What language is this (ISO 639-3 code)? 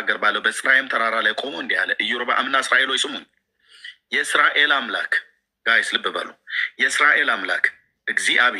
amh